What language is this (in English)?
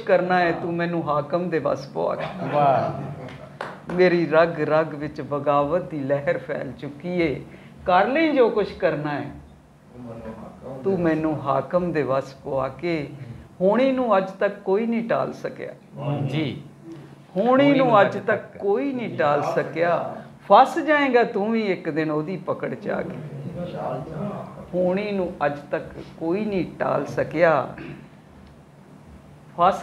Punjabi